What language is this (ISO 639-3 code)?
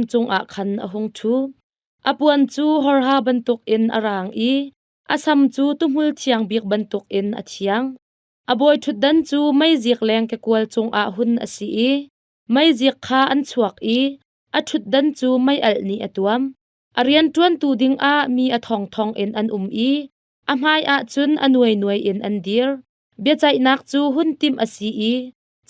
cnh